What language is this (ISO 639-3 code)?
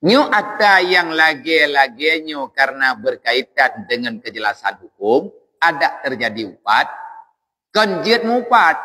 ace